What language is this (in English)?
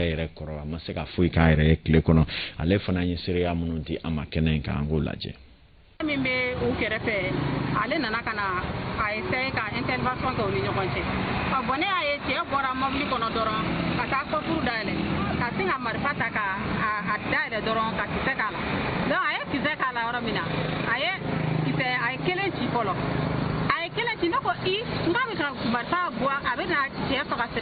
Bambara